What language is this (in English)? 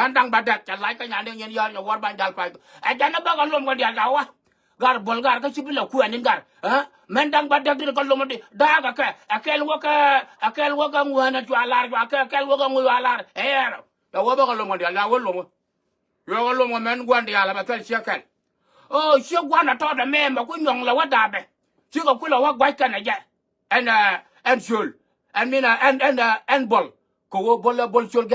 Nuer